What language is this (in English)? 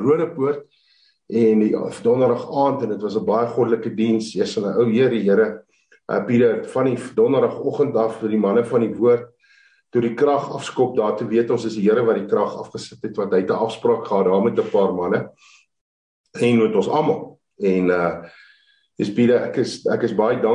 Afrikaans